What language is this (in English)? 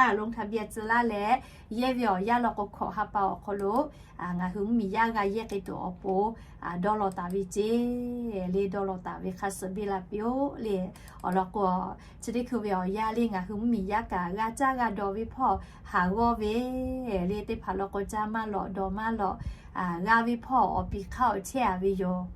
Lahu